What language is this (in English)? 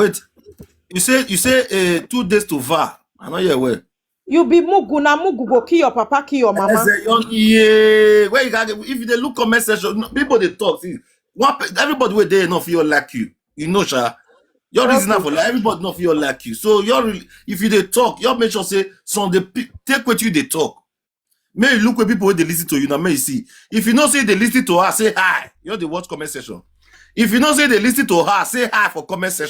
Nigerian Pidgin